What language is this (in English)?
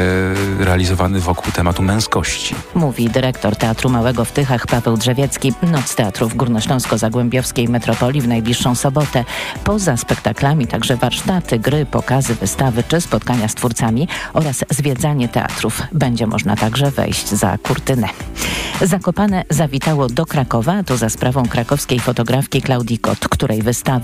Polish